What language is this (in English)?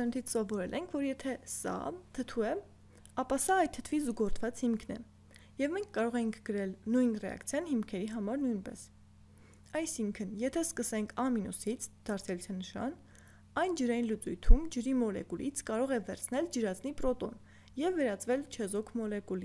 Armenian